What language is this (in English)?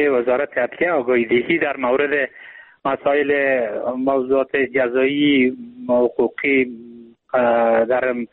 Persian